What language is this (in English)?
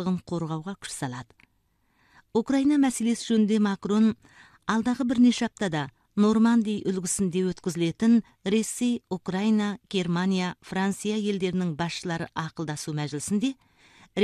Kazakh